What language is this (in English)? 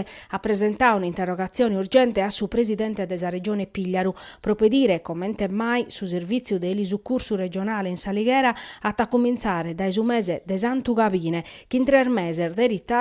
Sardinian